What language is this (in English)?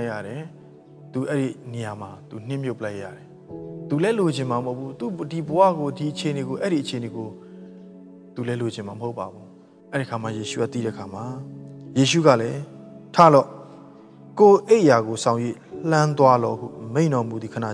Burmese